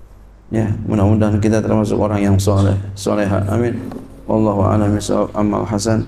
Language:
Indonesian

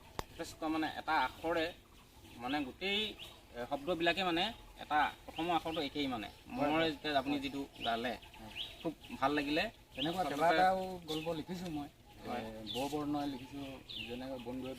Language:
Assamese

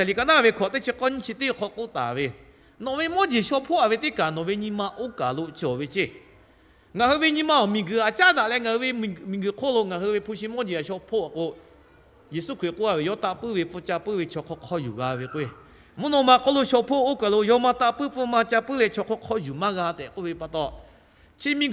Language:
Lahu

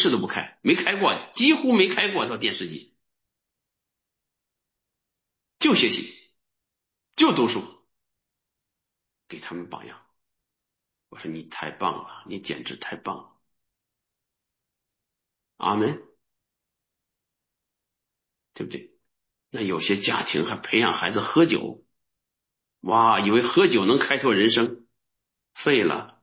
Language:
Chinese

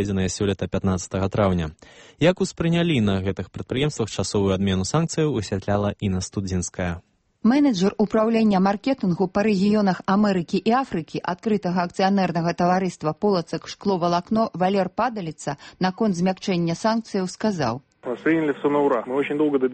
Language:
Belarusian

